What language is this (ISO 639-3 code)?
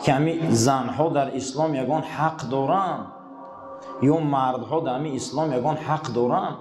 tgk